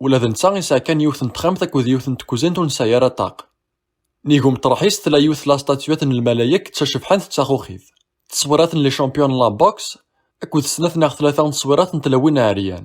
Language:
Kabyle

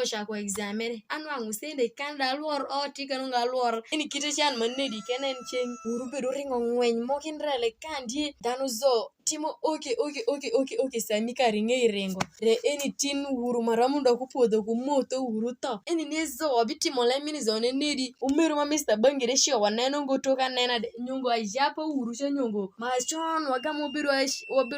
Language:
Alur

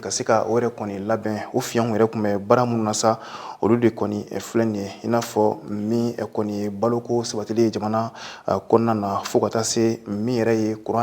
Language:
Bambara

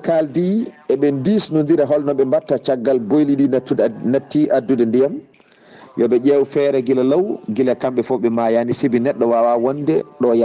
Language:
Fula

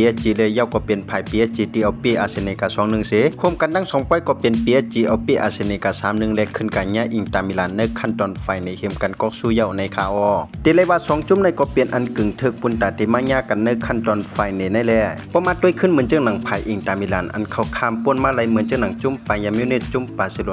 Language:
Shan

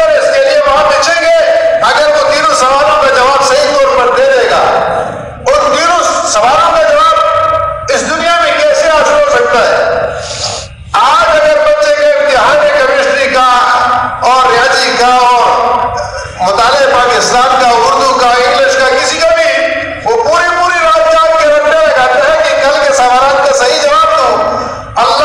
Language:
Urdu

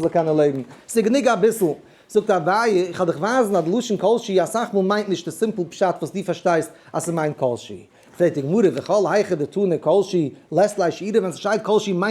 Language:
Yiddish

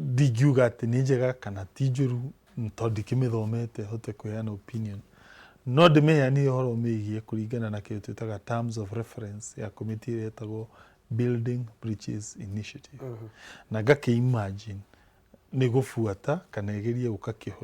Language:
Kikuyu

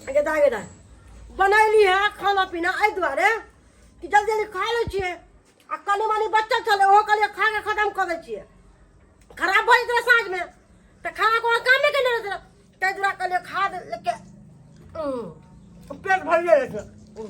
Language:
Maithili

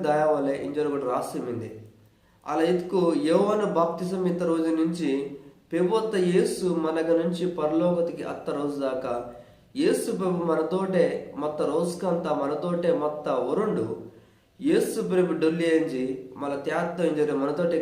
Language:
Koya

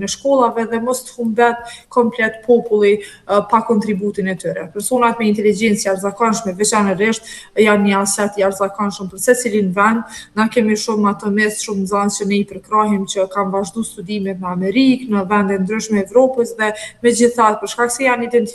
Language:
Albanian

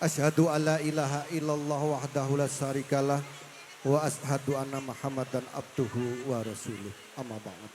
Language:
Javanese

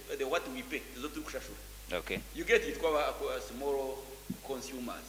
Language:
Nyankole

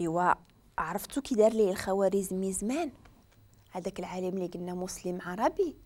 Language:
Moroccan Arabic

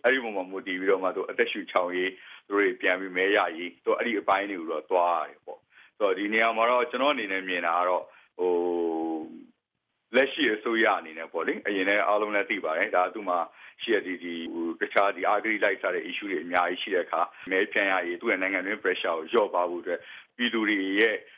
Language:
Burmese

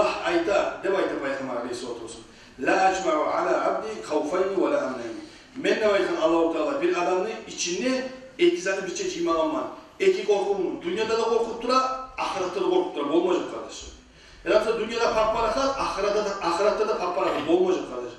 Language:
Kumyk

